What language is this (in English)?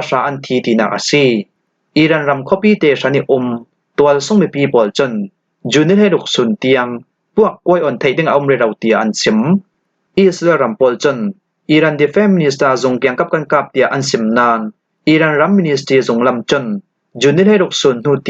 Falam Chin